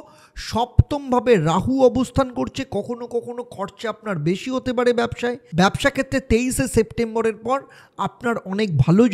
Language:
Bangla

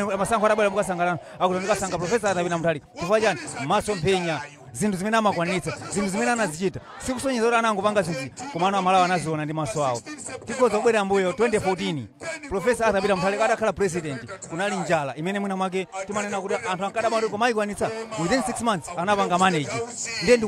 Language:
Nyanja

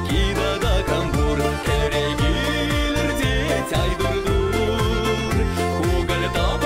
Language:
Chuvash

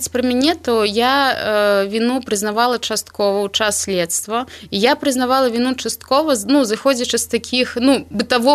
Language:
Belarusian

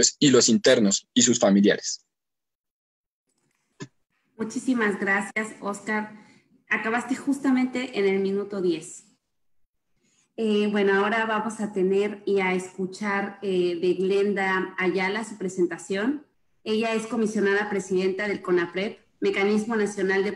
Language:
Spanish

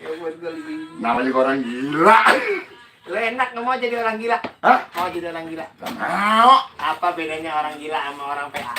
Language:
Betawi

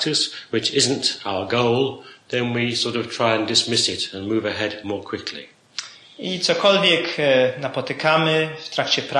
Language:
Polish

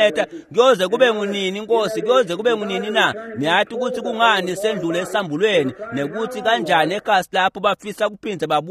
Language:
Swati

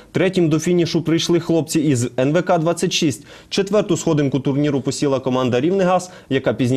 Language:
Ukrainian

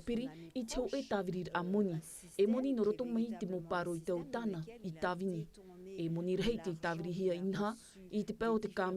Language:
Tahitian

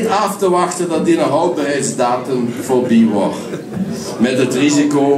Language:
Limburgish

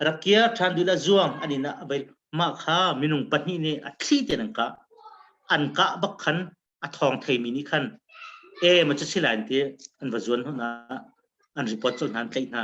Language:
Hakha Chin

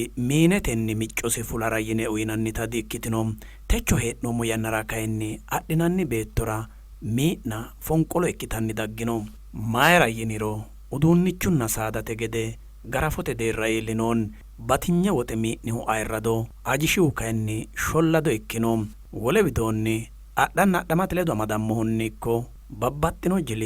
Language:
Sidamo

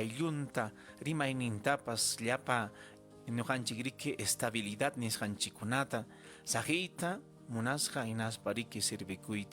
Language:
Ayacucho Quechua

